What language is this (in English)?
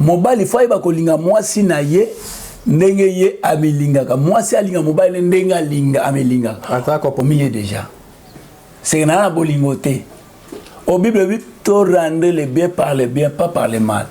Lingala